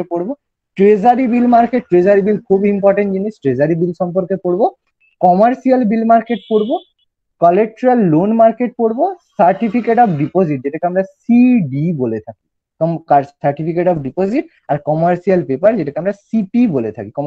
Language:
Bangla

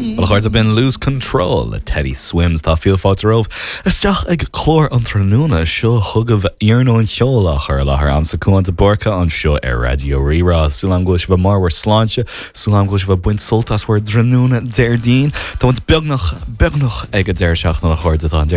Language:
Irish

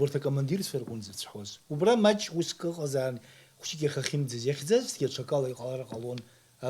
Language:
Abkhazian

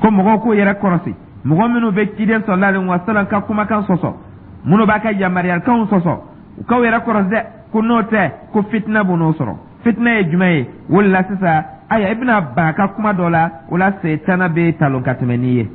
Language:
Dyula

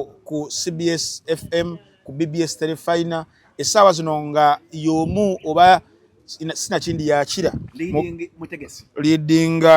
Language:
Ganda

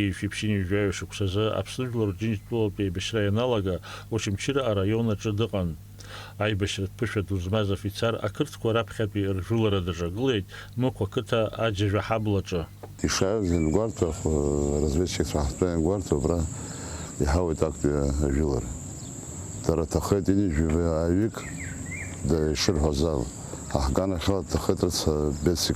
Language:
Abkhazian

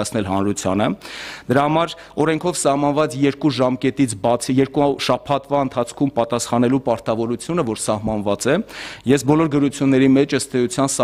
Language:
Armenian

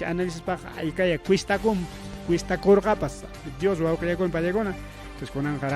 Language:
Ayacucho Quechua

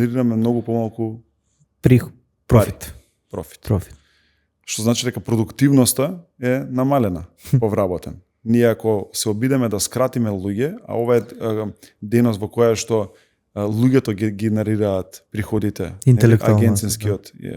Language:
Macedonian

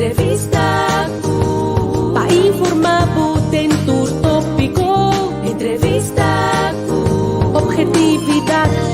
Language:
Papiamento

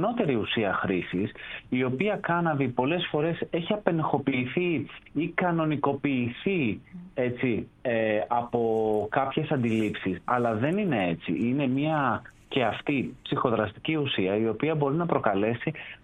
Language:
Greek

